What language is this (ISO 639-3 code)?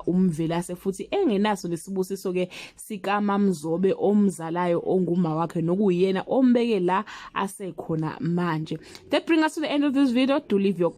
zul